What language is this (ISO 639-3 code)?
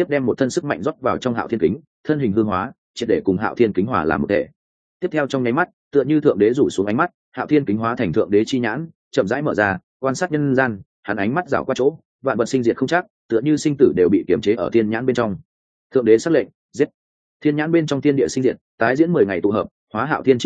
vie